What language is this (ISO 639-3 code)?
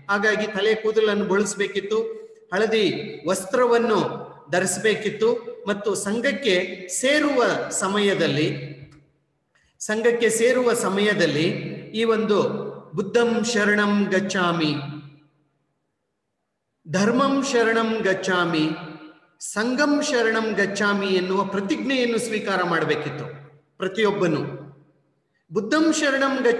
kan